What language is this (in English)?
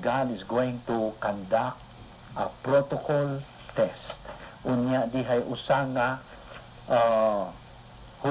Cebuano